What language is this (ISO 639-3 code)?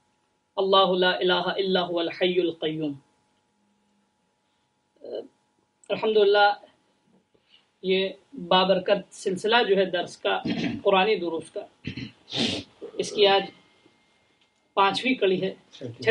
urd